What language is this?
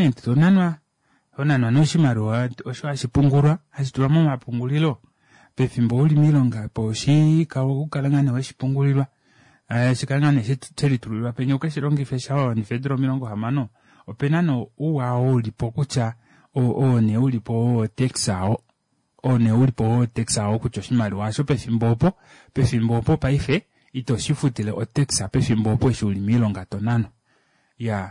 Kuanyama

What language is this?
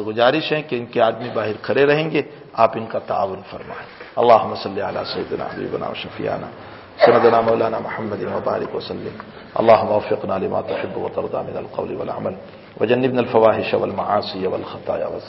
Urdu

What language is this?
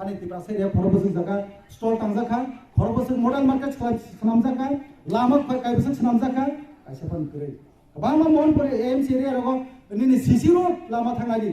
Kok Borok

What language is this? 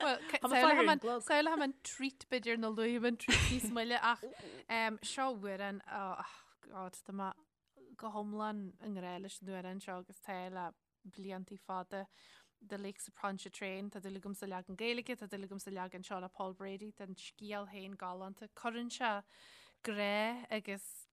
Irish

